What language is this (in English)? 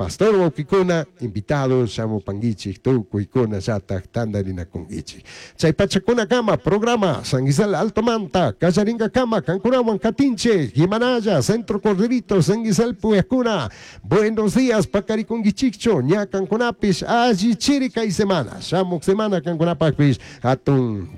Chimborazo Highland Quichua